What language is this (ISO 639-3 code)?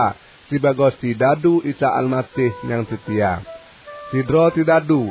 ace